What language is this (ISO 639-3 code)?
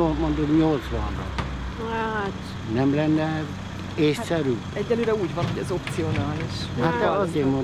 hun